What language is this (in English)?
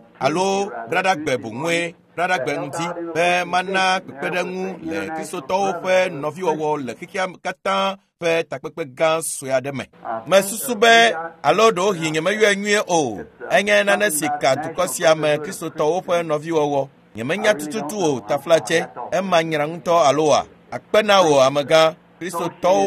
Ewe